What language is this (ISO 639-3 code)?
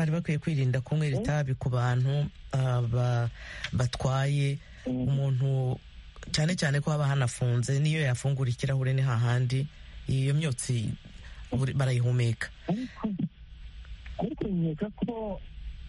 kin